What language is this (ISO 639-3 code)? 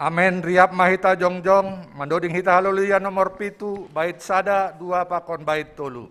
bts